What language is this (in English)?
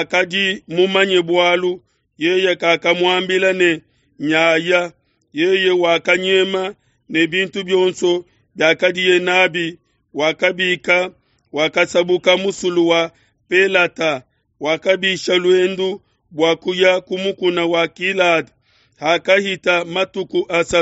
Luba-Lulua